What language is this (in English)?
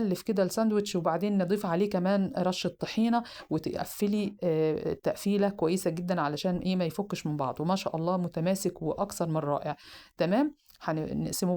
Egyptian Arabic